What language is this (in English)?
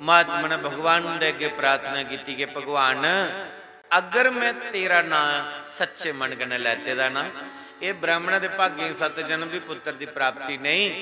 Dogri